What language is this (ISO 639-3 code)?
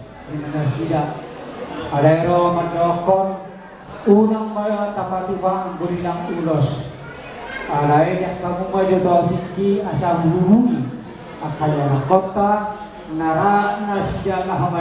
bbc